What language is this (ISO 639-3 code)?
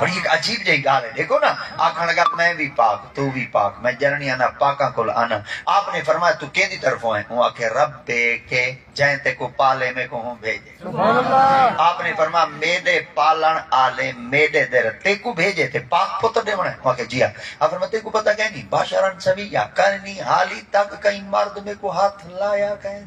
skr